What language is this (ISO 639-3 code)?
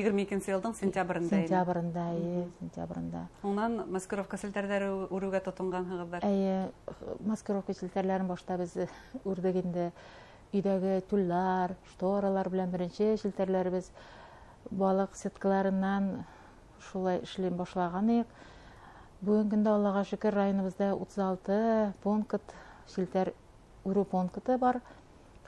bak